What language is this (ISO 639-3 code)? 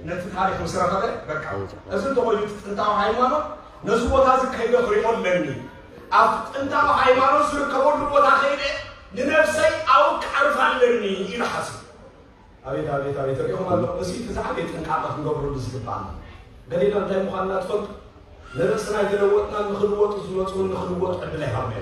tir